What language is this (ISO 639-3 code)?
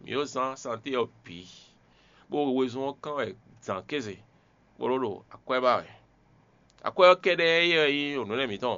fon